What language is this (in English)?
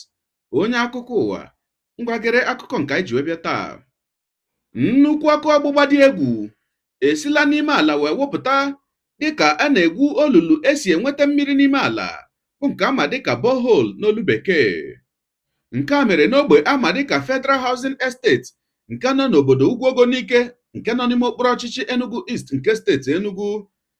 Igbo